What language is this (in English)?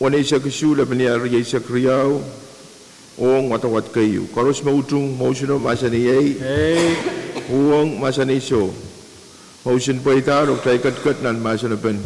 Pohnpeian